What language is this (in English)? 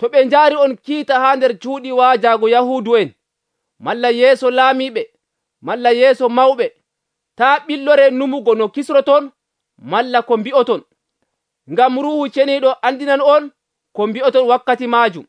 Nigerian Fulfulde